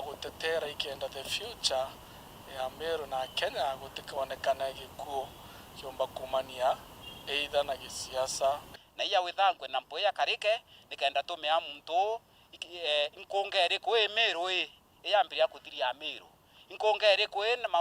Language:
Meru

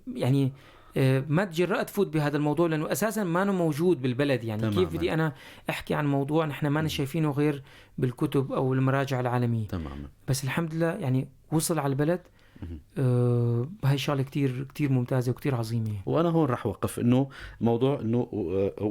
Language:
North Levantine Arabic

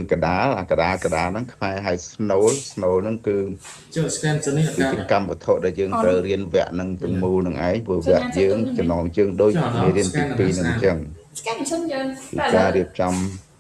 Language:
Khmer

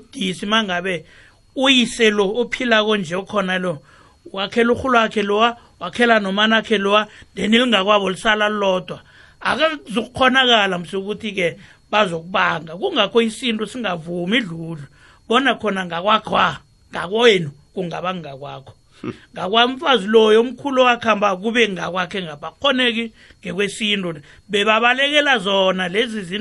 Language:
South Ndebele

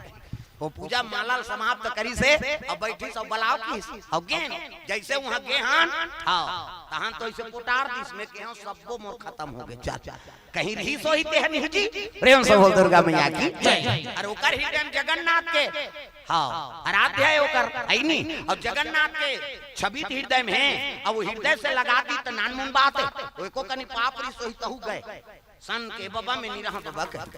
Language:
Chhattisgarhi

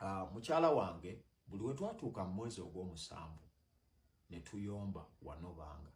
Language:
Ganda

